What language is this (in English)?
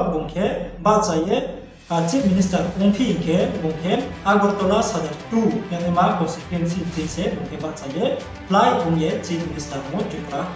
Riang (India)